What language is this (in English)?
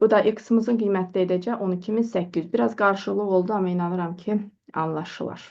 Azerbaijani